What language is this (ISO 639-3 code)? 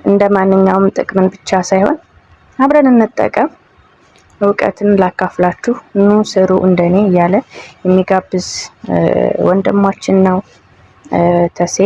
amh